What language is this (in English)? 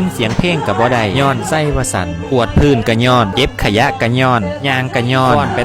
Northeastern Thai